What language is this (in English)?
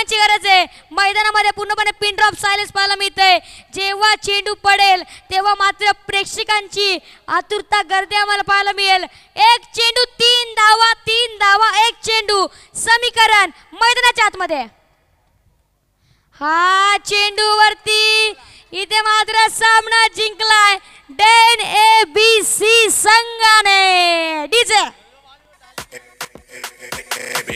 Marathi